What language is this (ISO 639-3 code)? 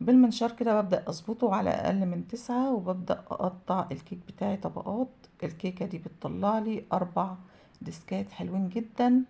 arz